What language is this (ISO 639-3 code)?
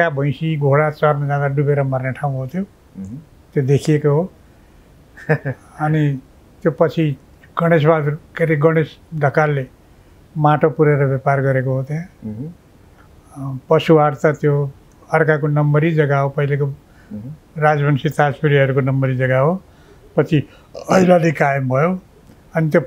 nep